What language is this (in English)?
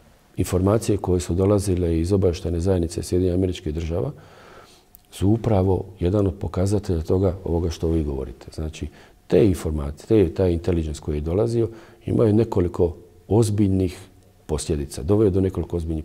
Croatian